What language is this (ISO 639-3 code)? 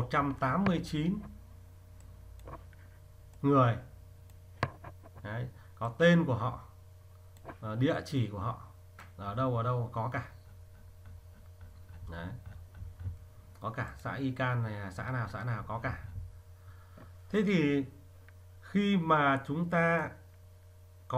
vie